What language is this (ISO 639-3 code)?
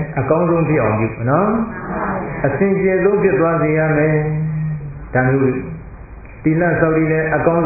mya